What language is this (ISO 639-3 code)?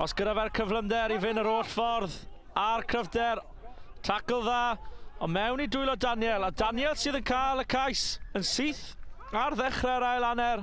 cym